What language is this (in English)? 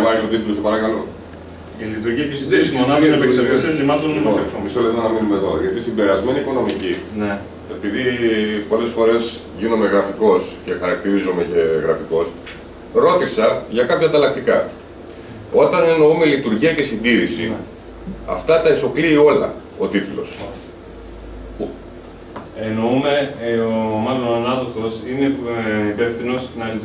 Greek